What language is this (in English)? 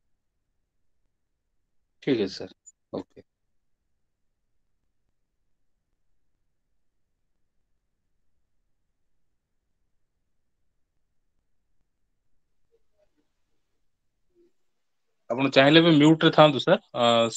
Odia